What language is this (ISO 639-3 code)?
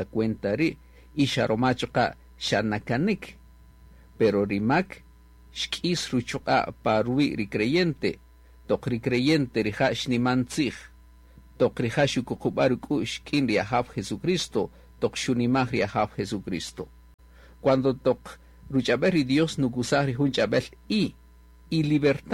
cak